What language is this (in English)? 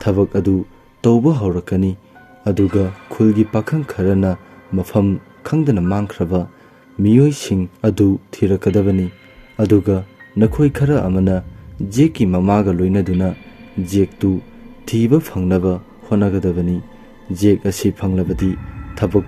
Manipuri